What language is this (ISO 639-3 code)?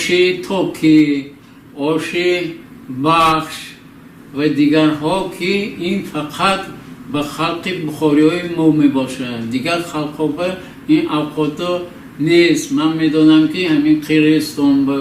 tgk